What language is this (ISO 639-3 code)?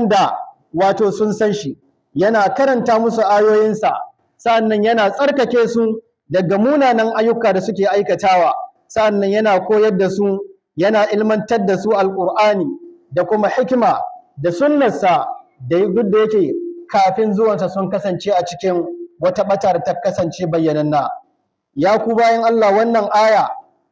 hau